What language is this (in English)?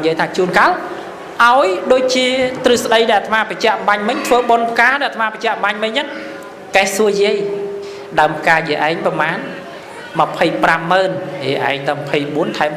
Khmer